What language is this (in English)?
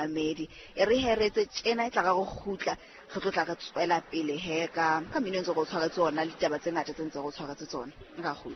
Southern Sotho